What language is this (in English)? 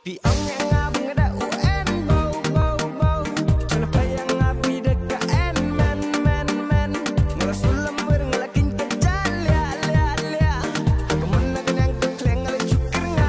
Khasi